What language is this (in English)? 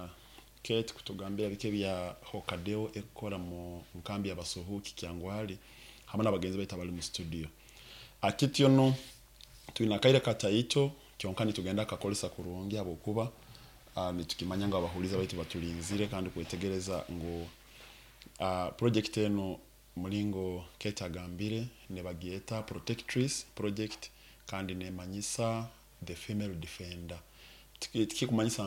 Nyoro